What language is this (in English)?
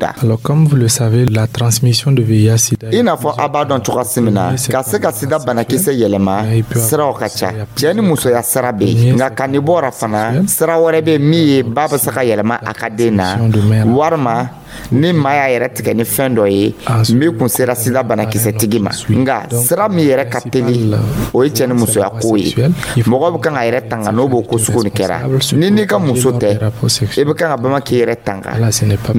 Dyula